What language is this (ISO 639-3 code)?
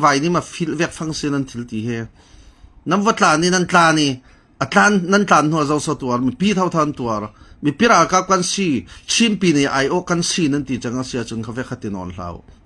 cfm